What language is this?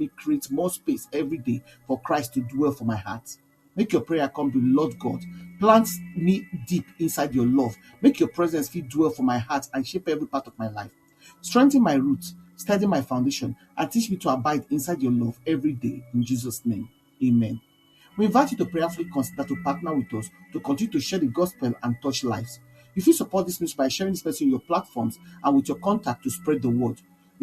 Nigerian Pidgin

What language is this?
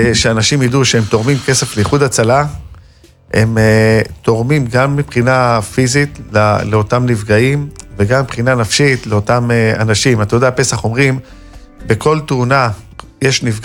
Hebrew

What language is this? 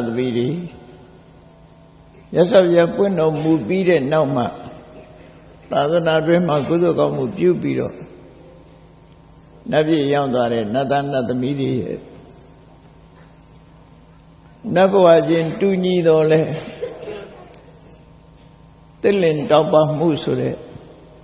Burmese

